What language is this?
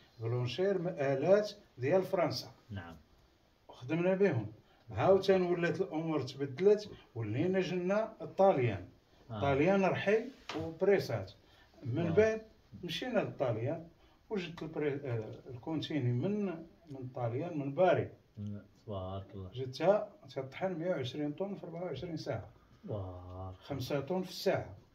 Moroccan Arabic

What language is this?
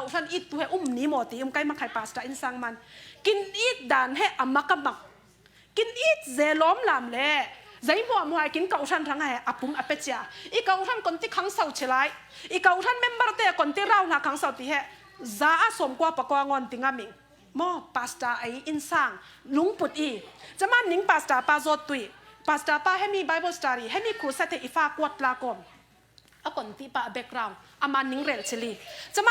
Falam Chin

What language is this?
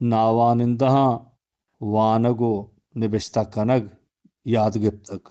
Eastern Balochi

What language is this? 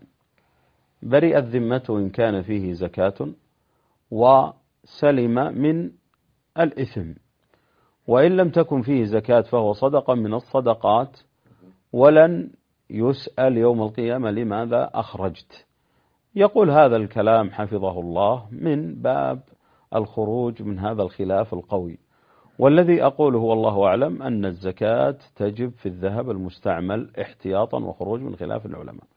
Arabic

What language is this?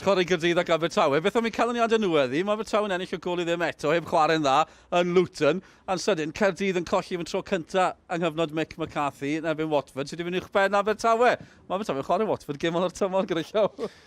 Welsh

